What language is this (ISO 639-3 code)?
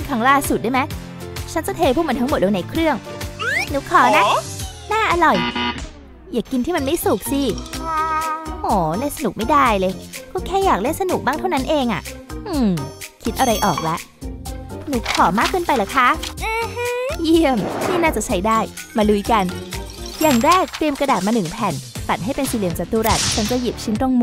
tha